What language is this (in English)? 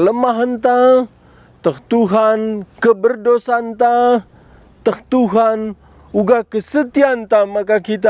Batak Karo